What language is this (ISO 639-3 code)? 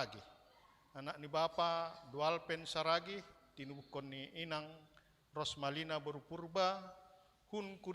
bts